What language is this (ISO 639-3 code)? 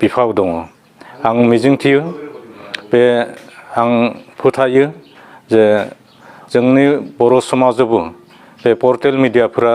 brx